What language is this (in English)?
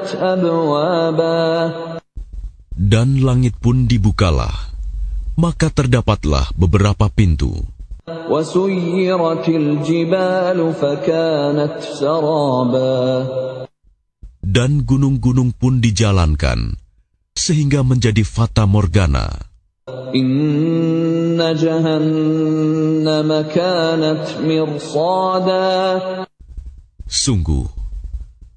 Indonesian